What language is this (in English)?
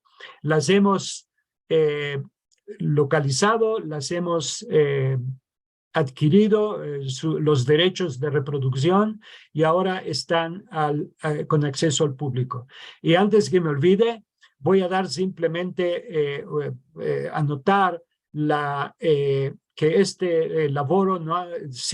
Ladino